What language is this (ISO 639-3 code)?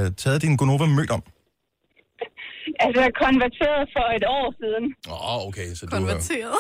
dan